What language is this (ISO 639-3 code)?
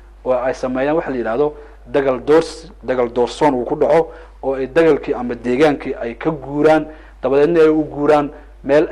som